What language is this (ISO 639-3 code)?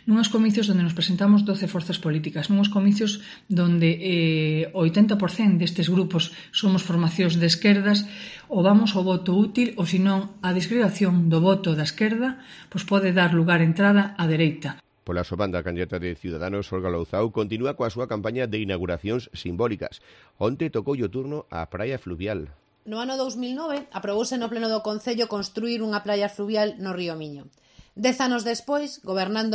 glg